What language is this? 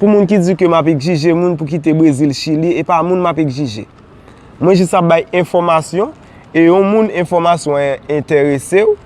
Haitian Creole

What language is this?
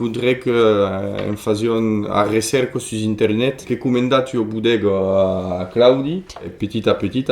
Occitan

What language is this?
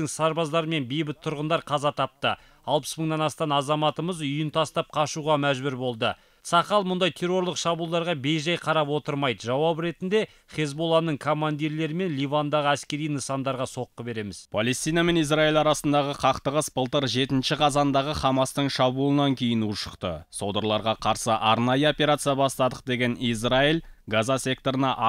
Kazakh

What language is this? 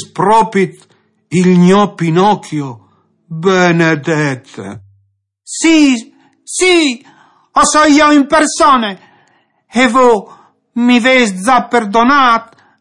Friulian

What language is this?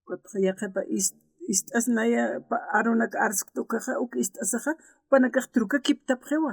Aymara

